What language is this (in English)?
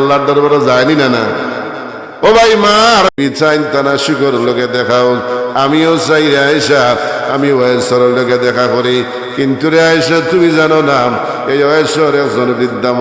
Sylheti